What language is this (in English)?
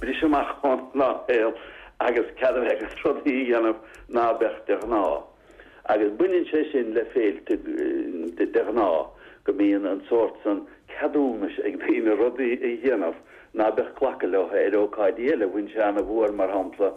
Irish